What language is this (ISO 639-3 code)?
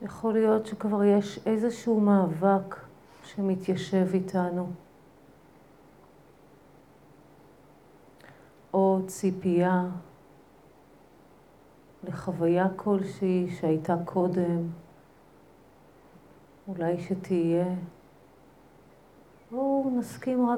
heb